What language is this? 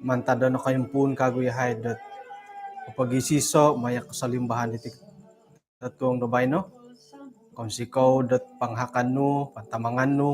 Central Dusun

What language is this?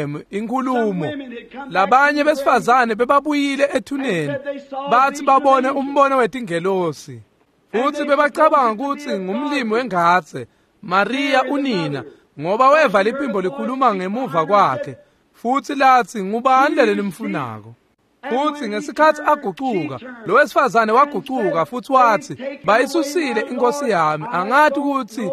Swati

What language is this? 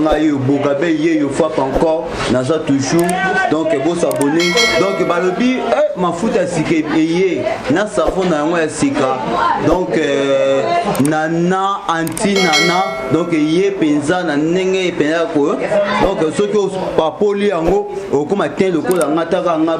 Lingala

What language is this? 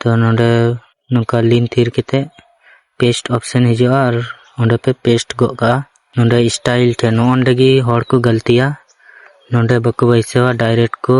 Santali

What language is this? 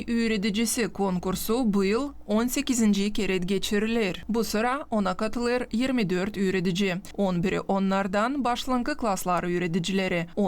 Gagauz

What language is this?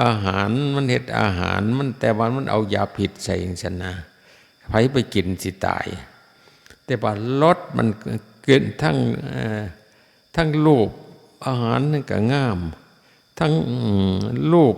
Northeastern Thai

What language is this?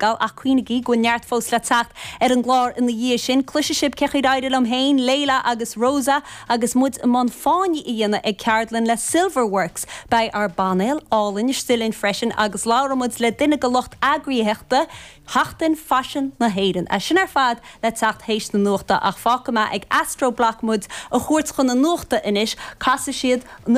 Irish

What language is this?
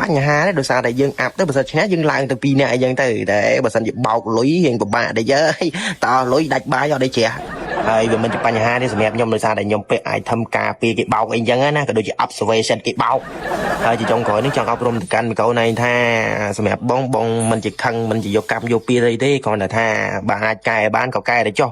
Khmer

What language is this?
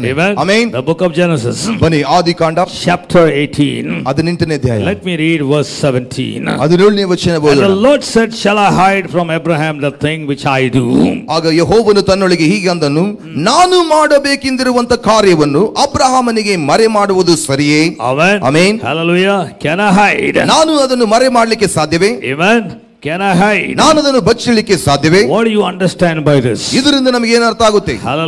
Kannada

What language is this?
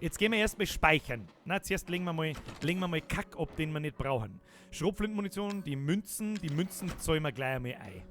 Bavarian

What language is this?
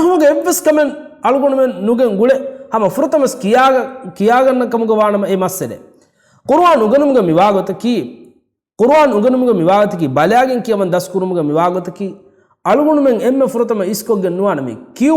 Divehi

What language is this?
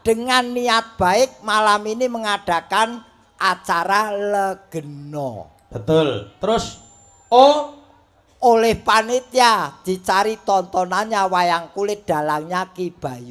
Javanese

